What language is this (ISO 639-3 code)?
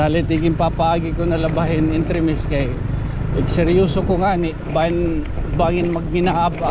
war